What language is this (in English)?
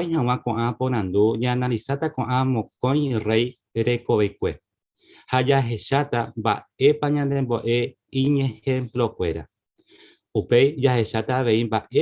Guarani